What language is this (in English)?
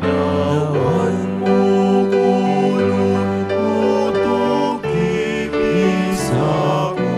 Pampanga